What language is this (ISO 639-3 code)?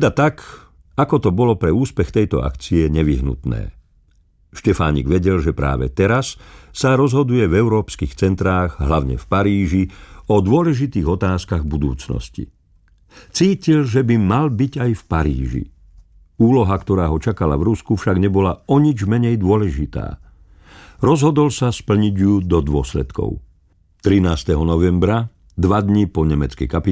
slk